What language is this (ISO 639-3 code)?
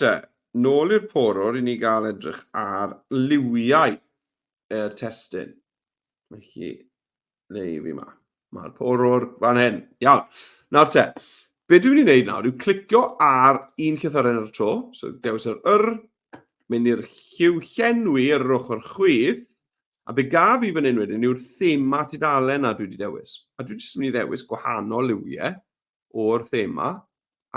cym